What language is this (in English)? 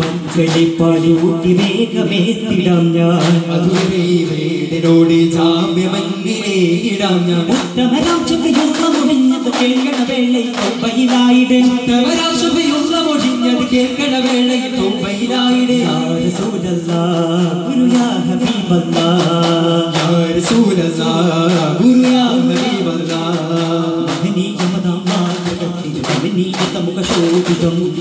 Malayalam